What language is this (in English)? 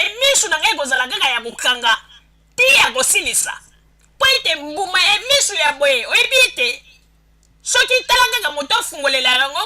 Lingala